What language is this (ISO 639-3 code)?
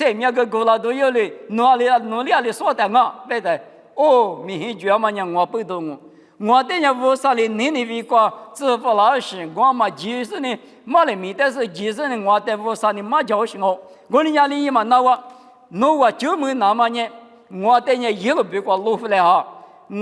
lis